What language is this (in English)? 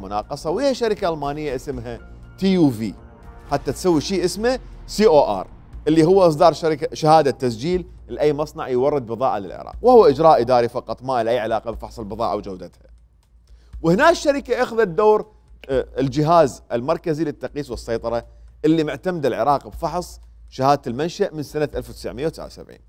Mesopotamian Arabic